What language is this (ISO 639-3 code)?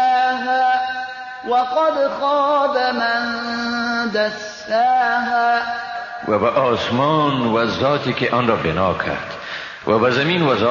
fas